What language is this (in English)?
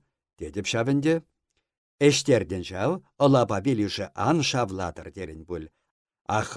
Chuvash